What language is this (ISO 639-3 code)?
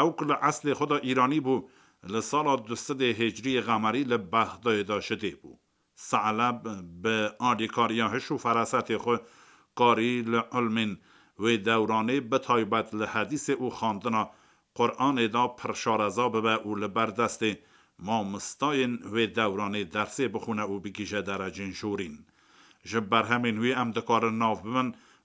kur